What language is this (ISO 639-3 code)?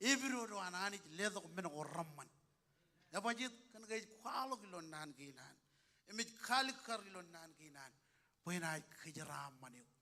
mah